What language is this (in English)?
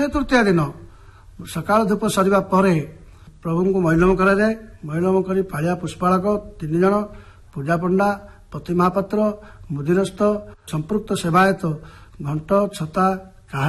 Odia